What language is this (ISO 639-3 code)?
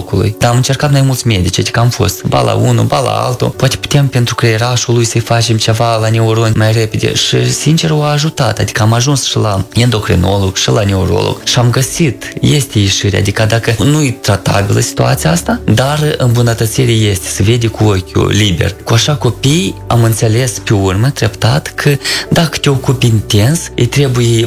ron